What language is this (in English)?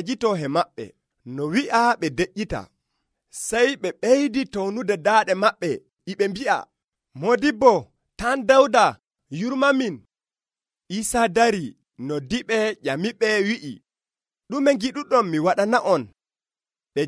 Nigerian Fulfulde